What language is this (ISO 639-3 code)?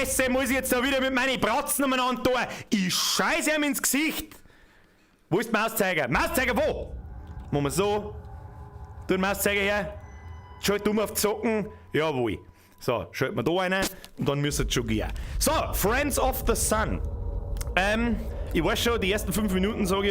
bar